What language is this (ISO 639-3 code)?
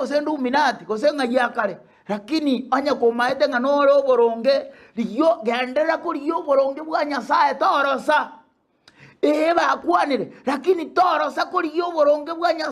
guz